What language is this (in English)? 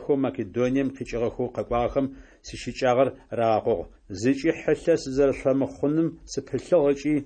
Adyghe